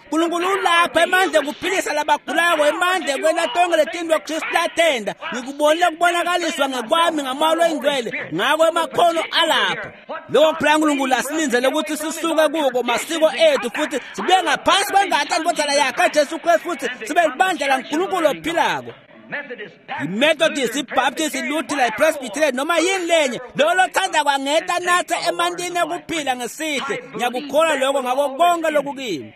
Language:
Swati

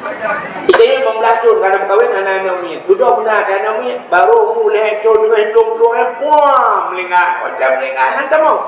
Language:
Achinese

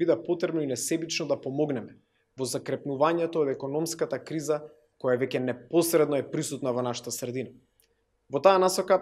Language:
Macedonian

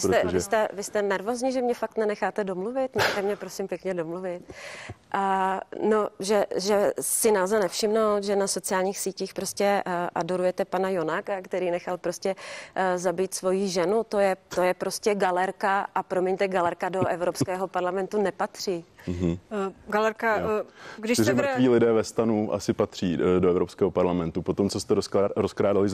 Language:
Czech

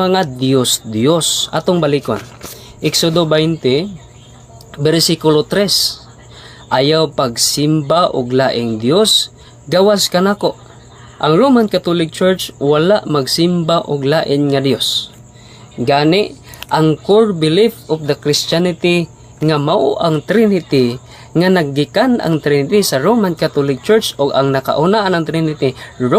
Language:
Cebuano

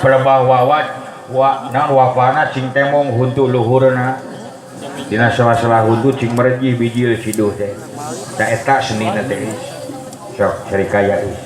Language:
Sundanese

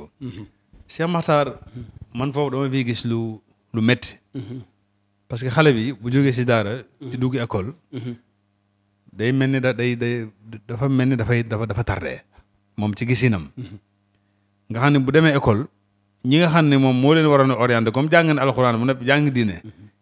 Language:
Wolof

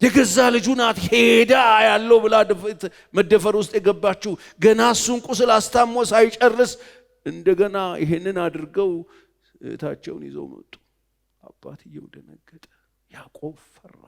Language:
Amharic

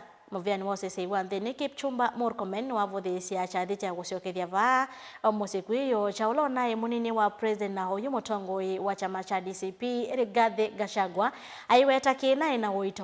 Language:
Kamba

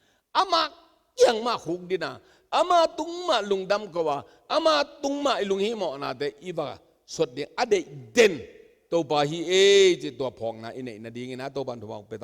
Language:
Tedim Chin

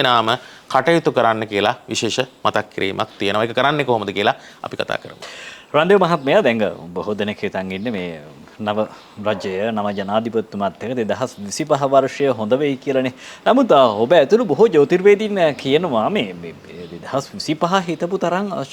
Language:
Sinhala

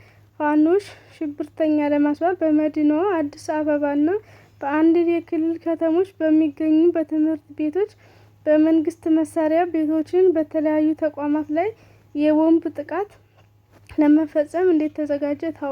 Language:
Amharic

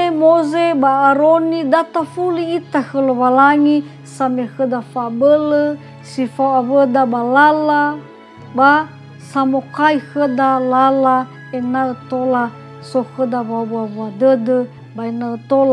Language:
Nias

